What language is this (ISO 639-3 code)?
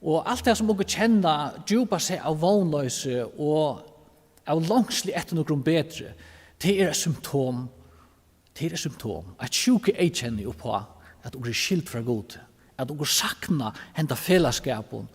fao